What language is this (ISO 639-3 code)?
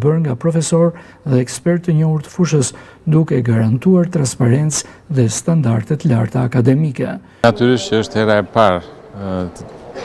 sqi